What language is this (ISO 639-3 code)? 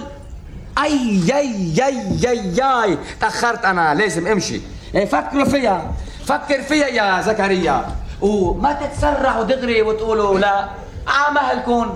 apc